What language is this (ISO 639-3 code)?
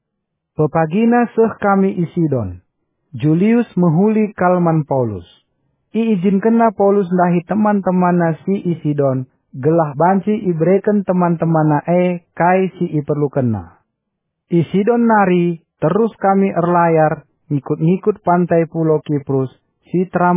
btx